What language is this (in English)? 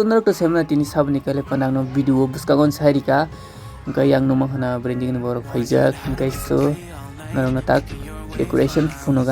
Kok Borok